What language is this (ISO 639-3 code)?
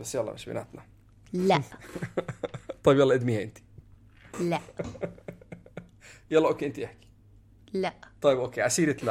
apc